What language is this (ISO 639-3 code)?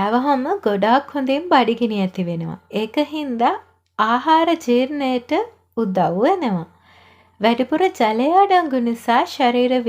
sin